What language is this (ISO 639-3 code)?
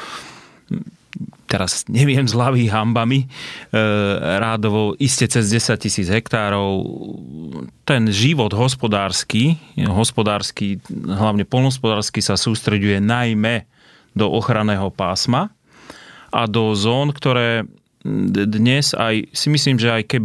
slk